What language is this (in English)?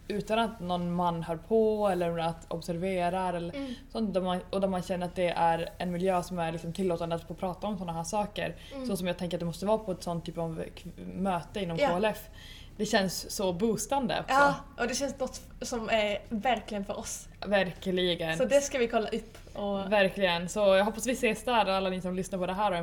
Swedish